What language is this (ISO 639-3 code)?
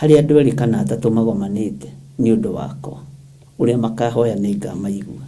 kik